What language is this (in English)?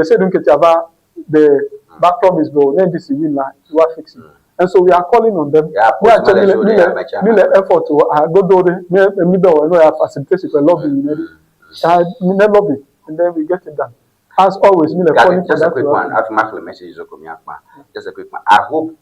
Ewe